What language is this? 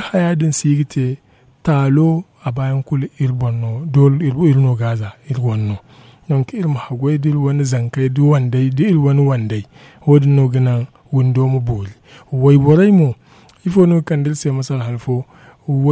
Zarma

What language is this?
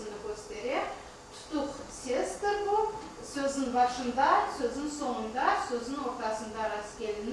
Crimean Tatar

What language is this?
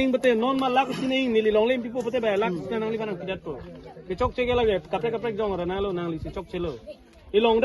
Karbi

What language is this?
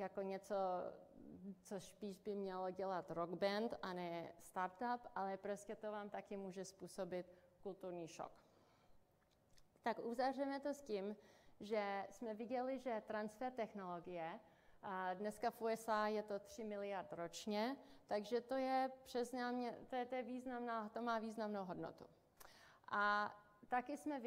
Czech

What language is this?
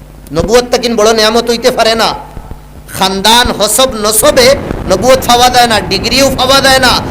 Sylheti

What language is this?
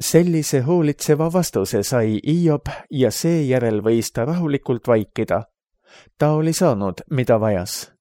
Estonian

